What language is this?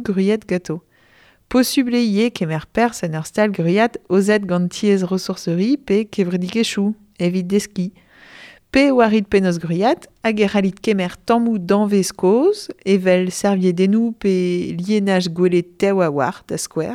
Breton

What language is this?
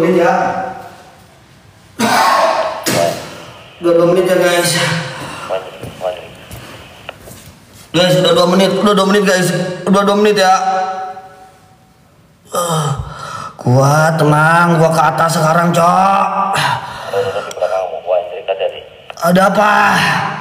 Indonesian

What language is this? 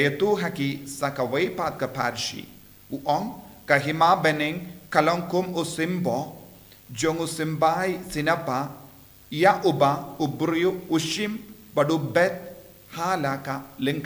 Khasi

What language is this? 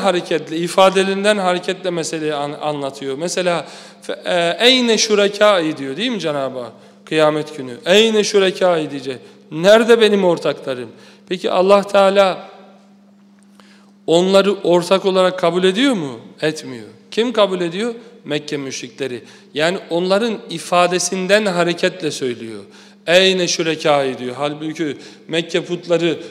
Turkish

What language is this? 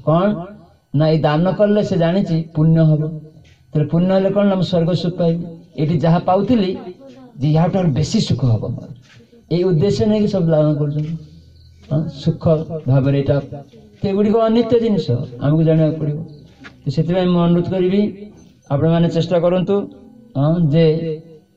Odia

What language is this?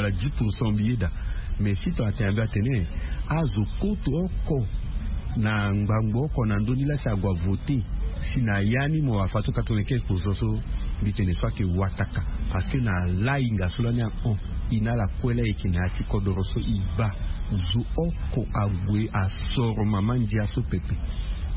Sango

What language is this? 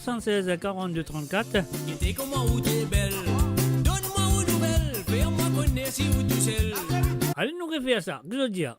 Morisyen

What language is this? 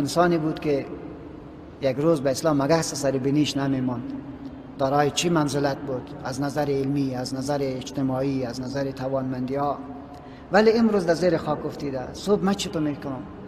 Persian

